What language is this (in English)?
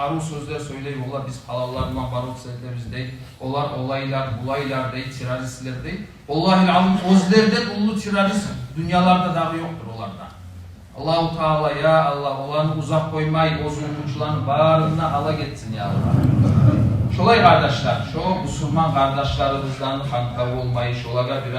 Kumyk